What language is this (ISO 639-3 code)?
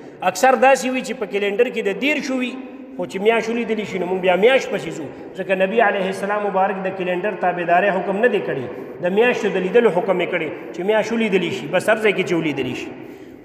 pus